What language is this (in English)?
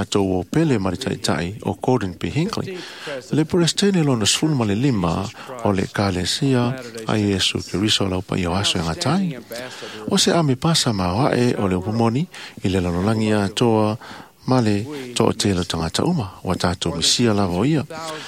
Samoan